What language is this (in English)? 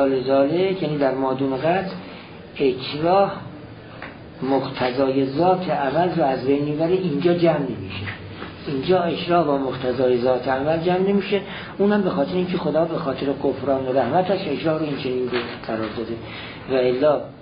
Persian